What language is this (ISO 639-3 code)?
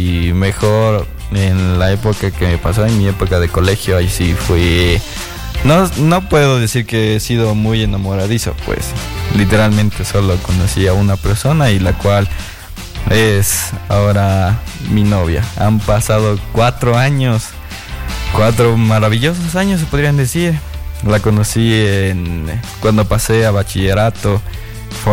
spa